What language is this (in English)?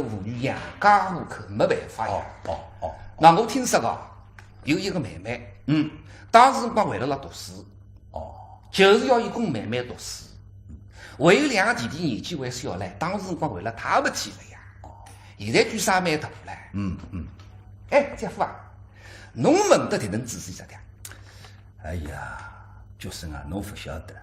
Wu Chinese